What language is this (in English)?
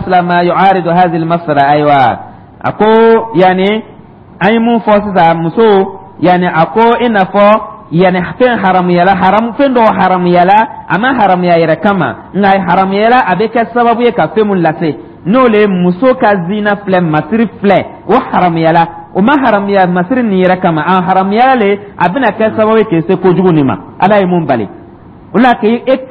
Dyula